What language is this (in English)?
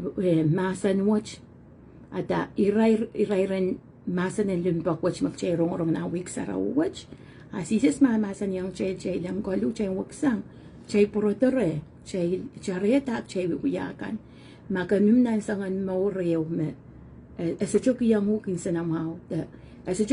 Pohnpeian